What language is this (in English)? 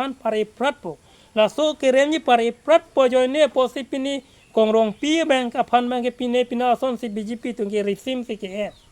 Karbi